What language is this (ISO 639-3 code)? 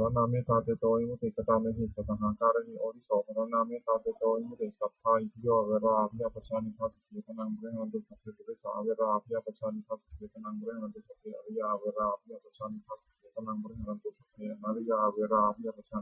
pli